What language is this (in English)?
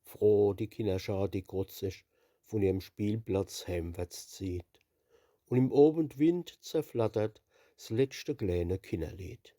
Palatine German